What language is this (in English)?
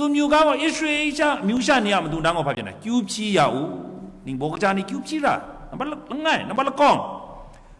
Kachin